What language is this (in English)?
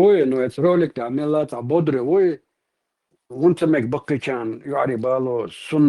Chechen